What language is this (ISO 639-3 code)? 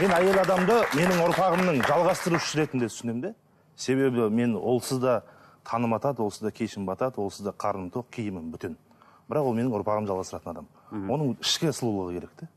kaz